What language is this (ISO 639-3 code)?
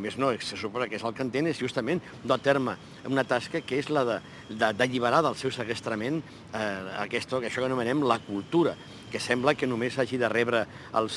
cat